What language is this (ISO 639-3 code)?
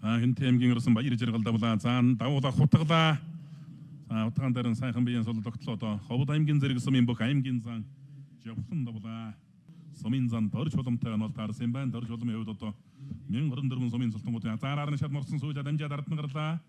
mon